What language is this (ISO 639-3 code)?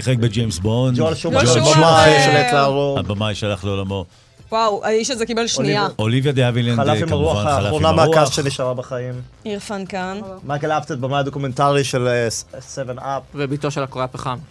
heb